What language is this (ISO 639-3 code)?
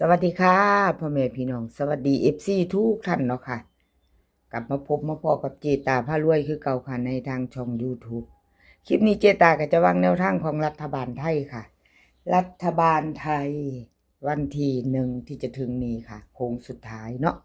tts